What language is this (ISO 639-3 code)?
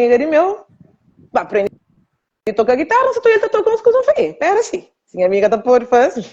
kea